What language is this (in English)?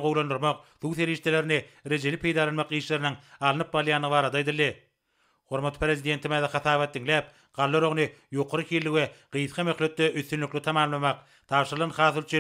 Turkmen